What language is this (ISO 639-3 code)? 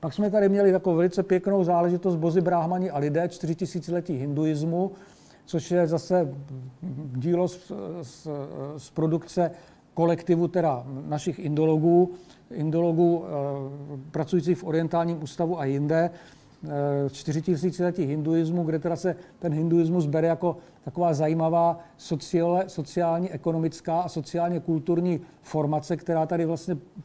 ces